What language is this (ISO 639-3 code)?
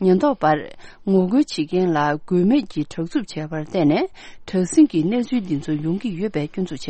bod